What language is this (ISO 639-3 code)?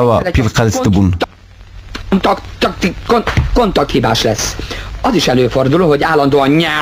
kur